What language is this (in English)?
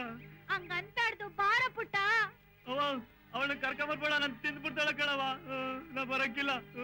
Kannada